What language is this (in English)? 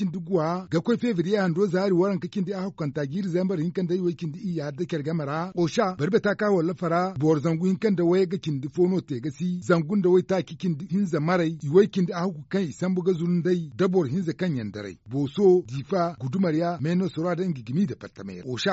Zarma